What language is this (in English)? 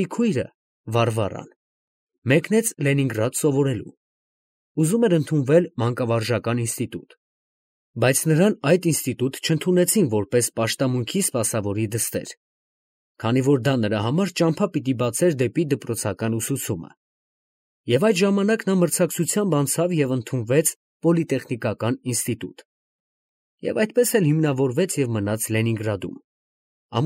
Armenian